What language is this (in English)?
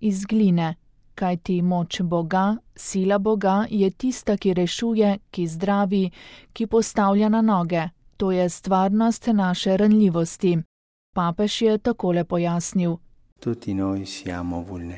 Slovenian